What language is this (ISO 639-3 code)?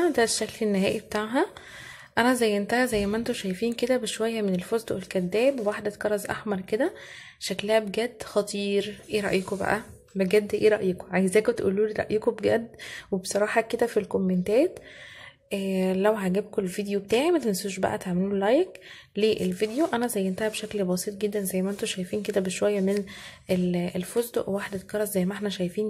arz